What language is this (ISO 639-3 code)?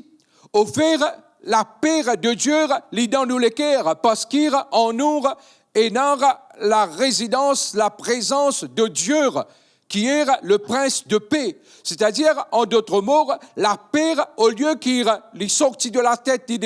mfe